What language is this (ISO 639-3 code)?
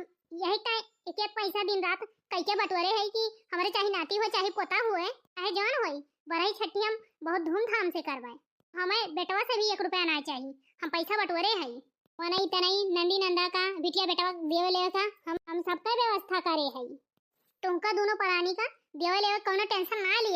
awa